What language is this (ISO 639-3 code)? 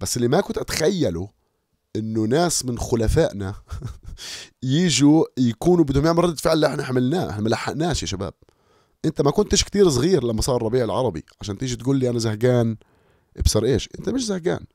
apc